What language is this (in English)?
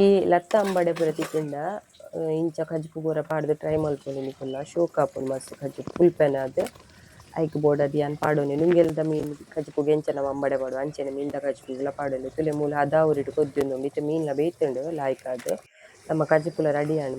Tulu